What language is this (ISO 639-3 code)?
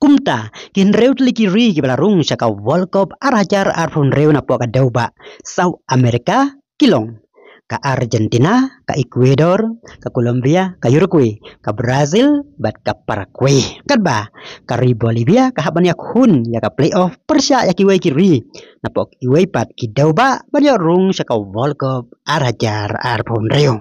kha